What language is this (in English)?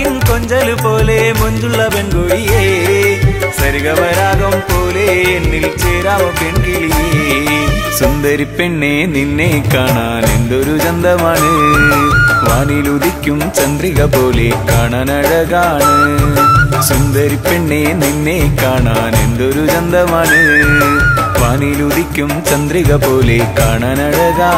Malayalam